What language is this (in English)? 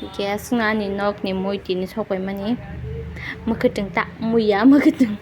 Kok Borok